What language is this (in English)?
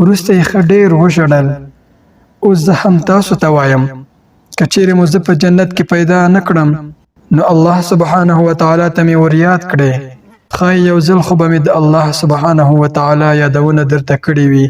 Pashto